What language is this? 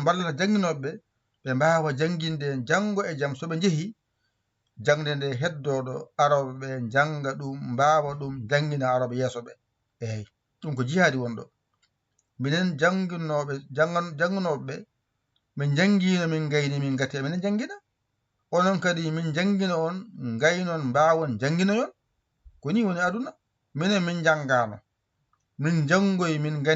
Fula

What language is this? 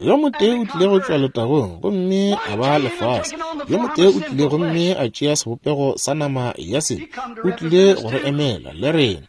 Northern Sotho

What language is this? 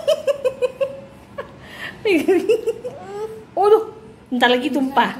Indonesian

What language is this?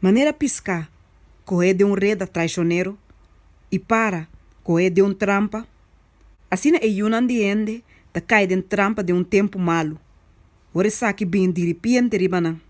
Papiamento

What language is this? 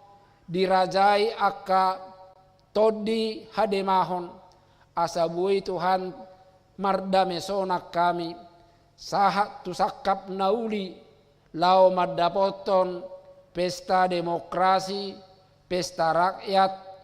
Batak Toba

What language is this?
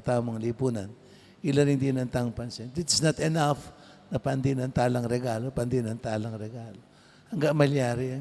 Pampanga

